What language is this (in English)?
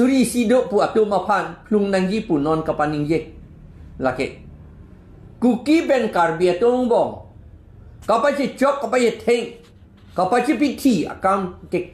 Karbi